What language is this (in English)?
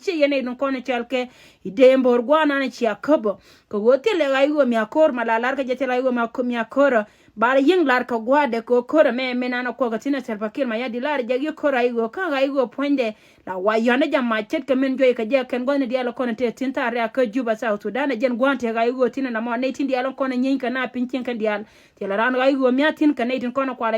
Nuer